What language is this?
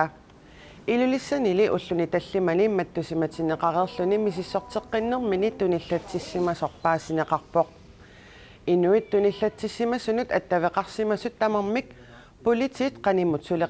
Kalaallisut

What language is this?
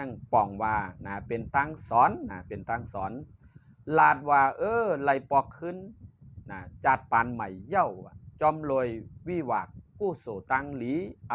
Shan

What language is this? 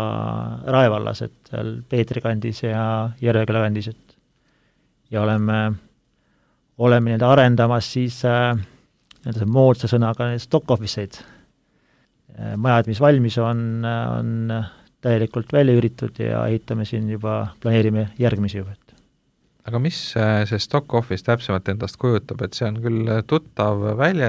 Estonian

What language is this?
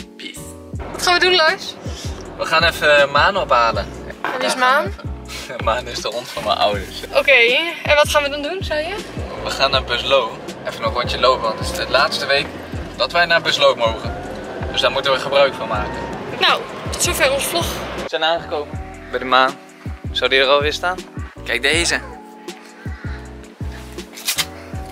Dutch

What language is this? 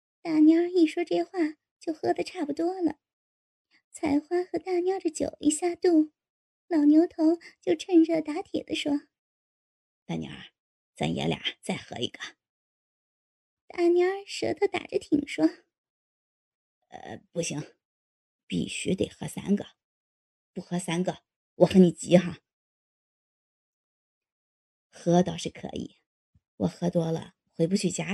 Chinese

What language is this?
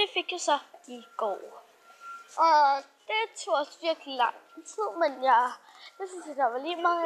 Danish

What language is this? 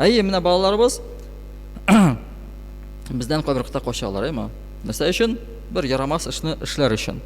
Tatar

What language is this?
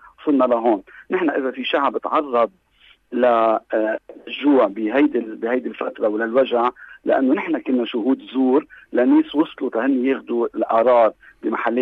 North Levantine Arabic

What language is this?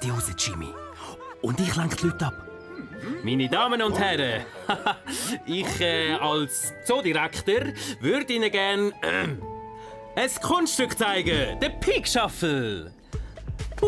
Swiss German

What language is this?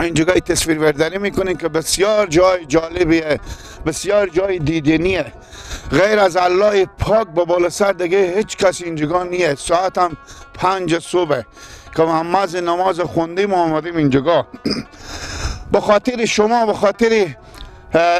Persian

